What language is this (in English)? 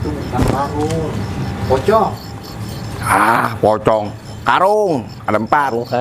Betawi